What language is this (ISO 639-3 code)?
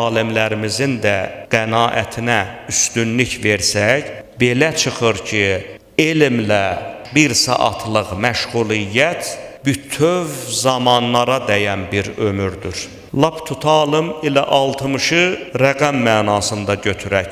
aze